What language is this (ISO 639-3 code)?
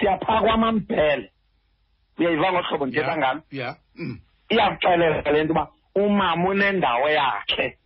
xho